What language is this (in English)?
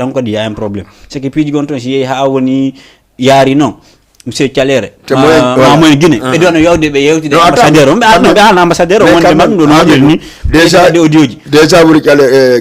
Fula